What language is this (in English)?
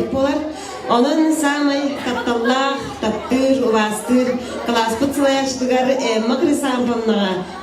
Yakut